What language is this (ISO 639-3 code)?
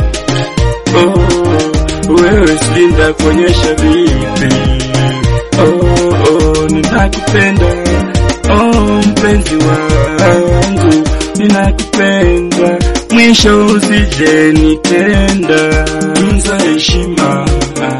swa